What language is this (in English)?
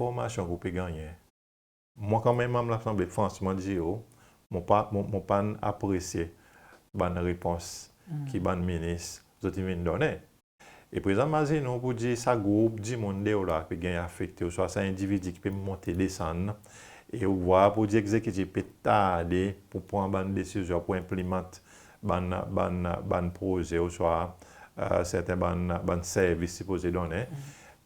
Seselwa Creole French